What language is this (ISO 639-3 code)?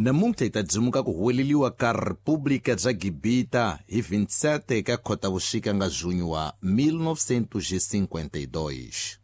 tso